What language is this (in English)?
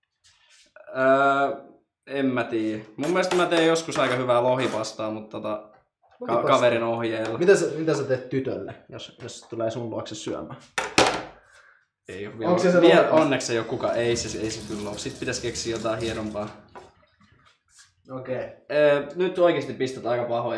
Finnish